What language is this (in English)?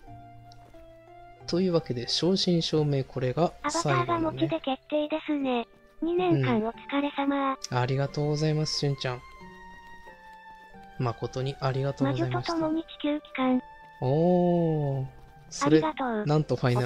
Japanese